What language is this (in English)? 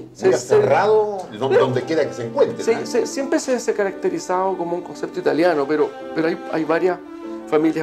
Spanish